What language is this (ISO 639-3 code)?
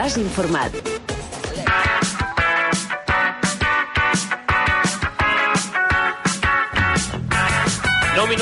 cat